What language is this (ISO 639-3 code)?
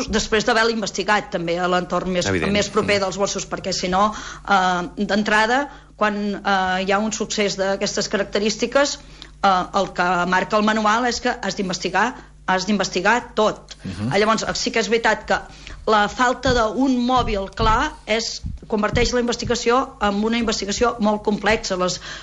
cat